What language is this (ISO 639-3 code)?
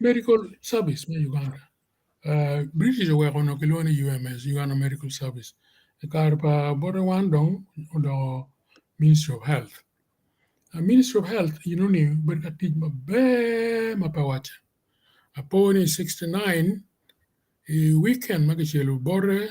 ach